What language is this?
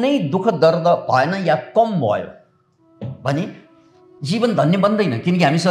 Nepali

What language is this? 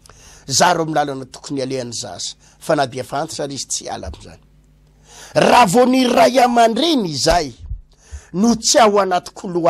Malagasy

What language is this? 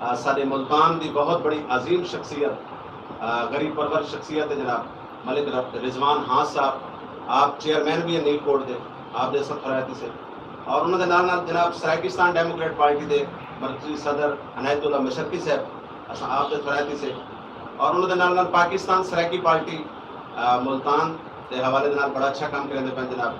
Saraiki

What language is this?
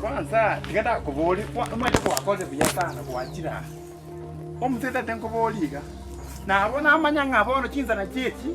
Gusii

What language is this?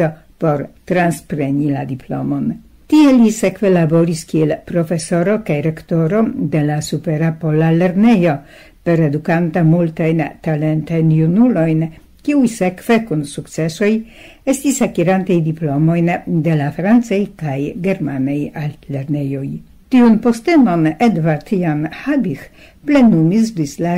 Esperanto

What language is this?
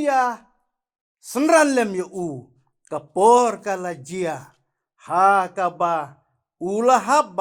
Khasi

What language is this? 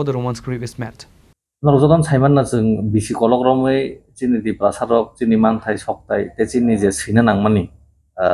Kok Borok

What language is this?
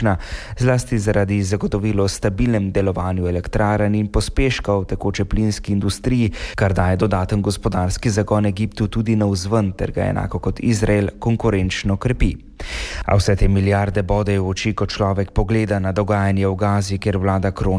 Slovenian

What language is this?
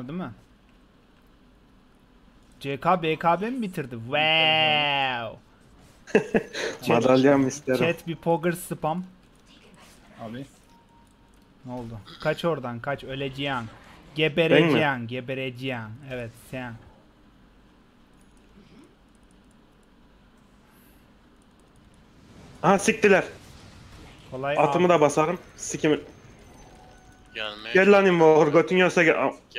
Turkish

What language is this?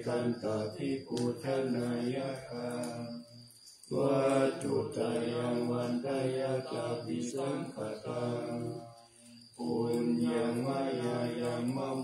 Pali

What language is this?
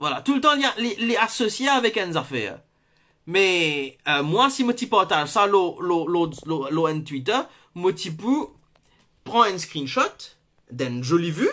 Morisyen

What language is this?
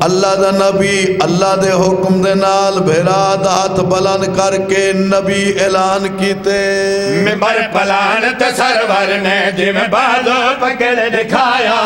Saraiki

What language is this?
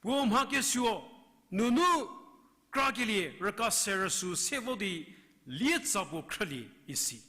Angami Naga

